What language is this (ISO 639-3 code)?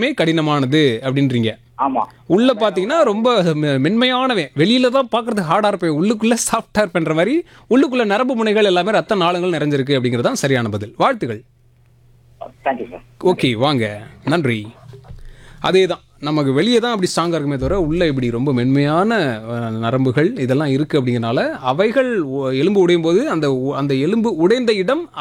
tam